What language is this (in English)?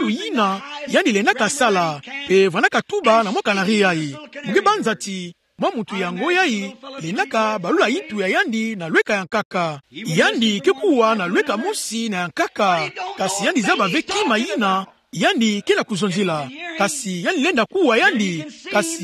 Kituba (Democratic Republic of Congo)